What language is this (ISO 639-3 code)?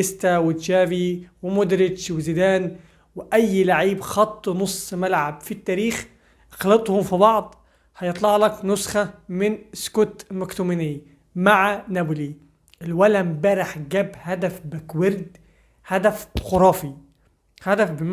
arz